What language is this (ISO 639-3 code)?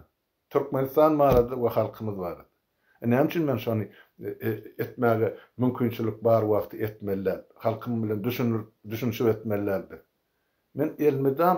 tuk